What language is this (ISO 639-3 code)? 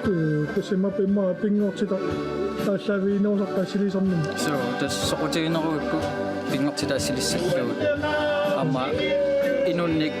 kal